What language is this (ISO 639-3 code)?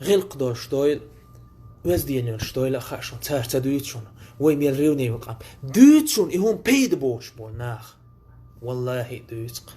che